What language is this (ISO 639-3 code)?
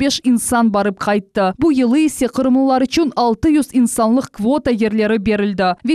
crh